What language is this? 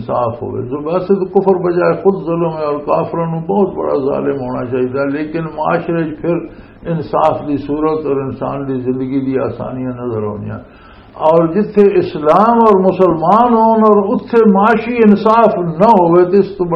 Western Panjabi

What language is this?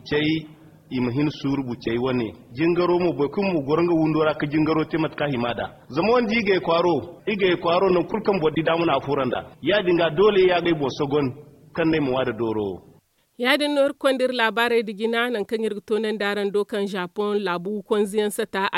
Zarma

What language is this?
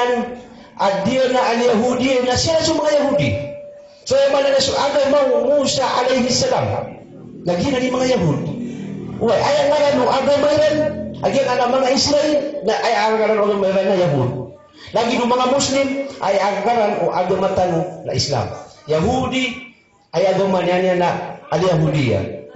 Maranao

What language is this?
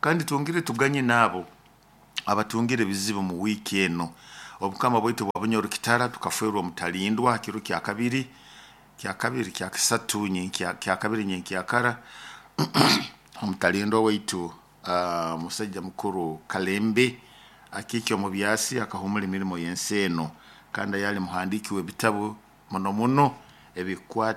Nyoro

